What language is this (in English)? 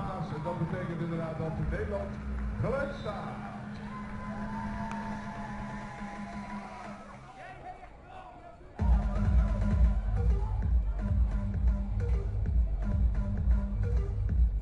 Dutch